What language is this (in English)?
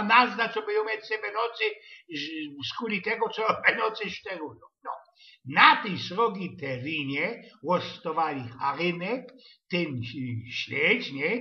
Silesian